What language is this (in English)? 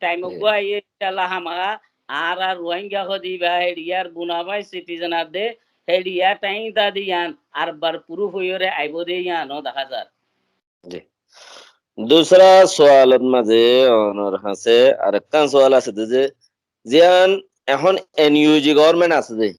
Rohingya